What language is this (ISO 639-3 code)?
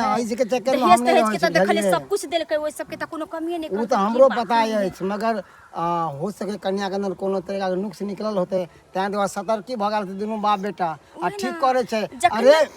mai